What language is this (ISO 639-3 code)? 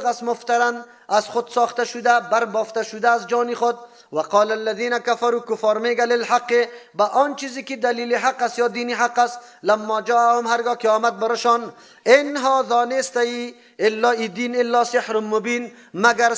fas